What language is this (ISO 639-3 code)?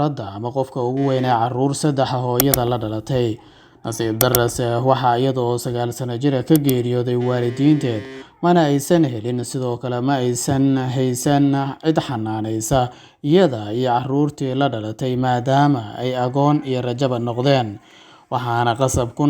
som